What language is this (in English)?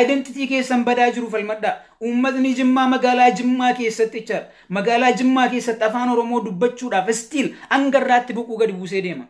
Oromo